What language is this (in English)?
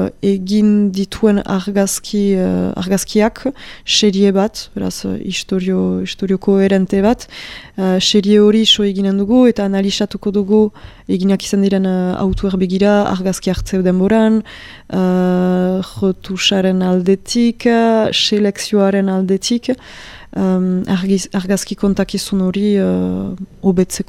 Basque